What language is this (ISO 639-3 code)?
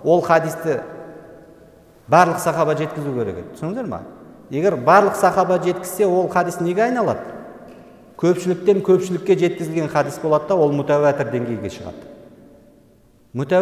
kaz